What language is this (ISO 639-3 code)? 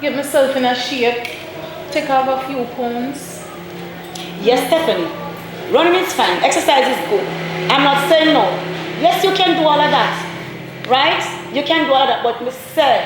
jam